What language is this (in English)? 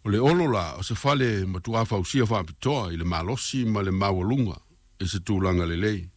Samoan